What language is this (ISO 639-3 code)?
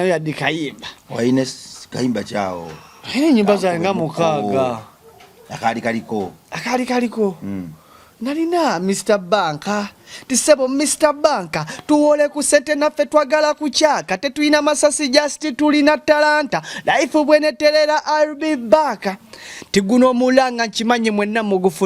lug